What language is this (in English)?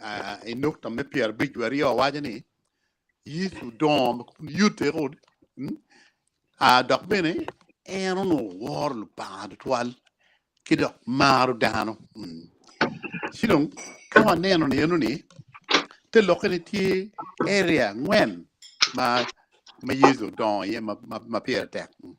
Acoli